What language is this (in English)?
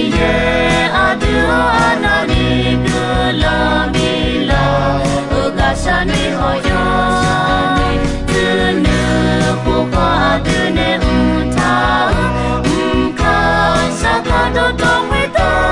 Akha